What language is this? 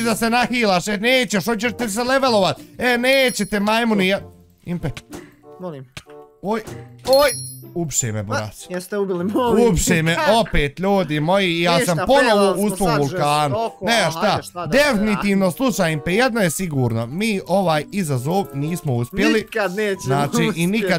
Bosnian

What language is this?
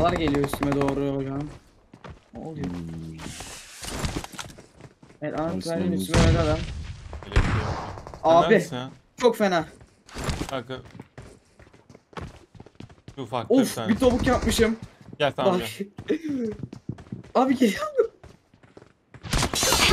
Turkish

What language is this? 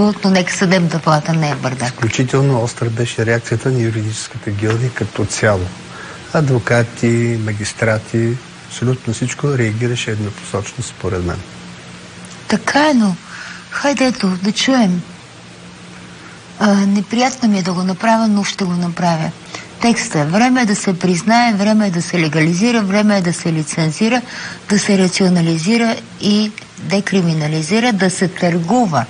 Bulgarian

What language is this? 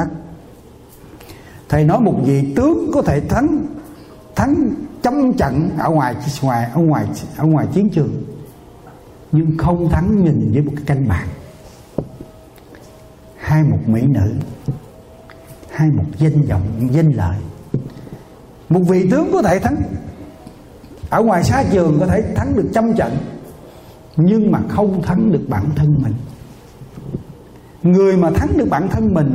Vietnamese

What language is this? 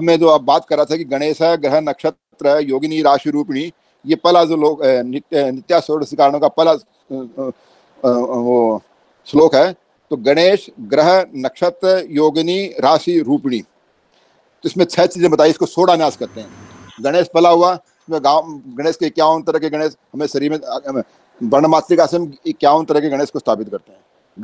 Hindi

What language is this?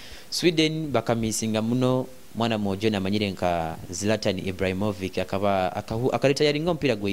Nyoro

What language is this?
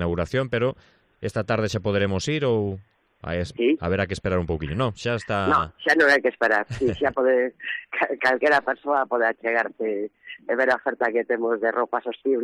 Galician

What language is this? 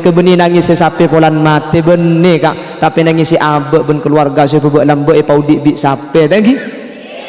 Madurese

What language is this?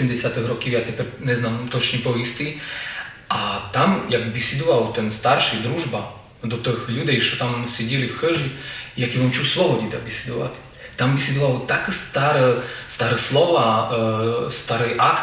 Rusyn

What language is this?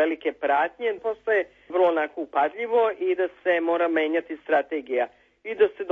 Serbian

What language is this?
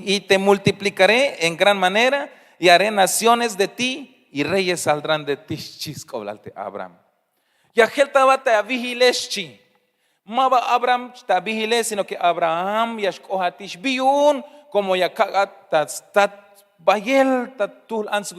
Tzeltal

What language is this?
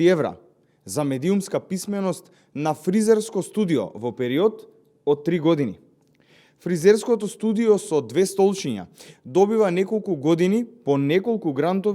Macedonian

